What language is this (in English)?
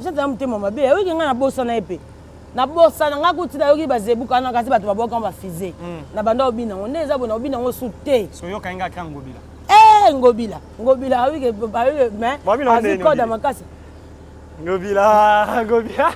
Lingala